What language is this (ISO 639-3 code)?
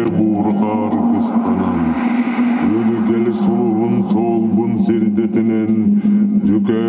sah